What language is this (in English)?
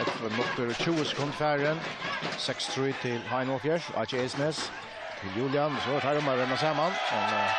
Faroese